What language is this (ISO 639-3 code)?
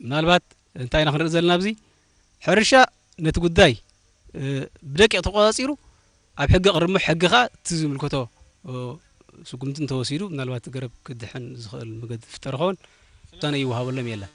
tir